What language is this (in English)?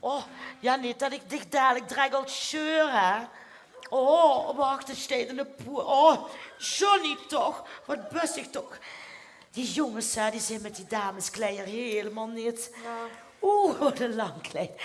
Limburgish